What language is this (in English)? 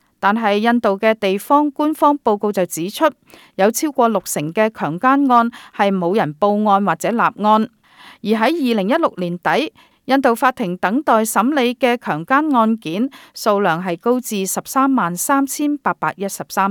Cantonese